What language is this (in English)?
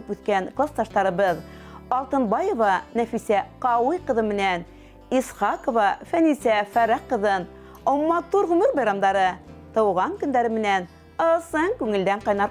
Bashkir